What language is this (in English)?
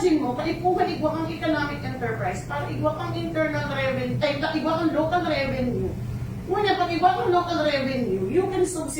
Bikol